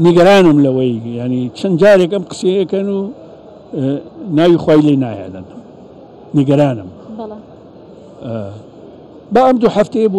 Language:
Central Kurdish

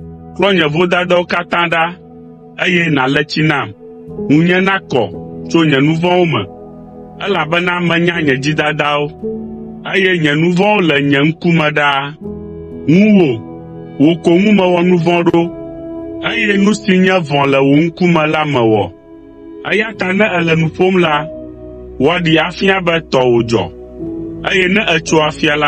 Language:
Ewe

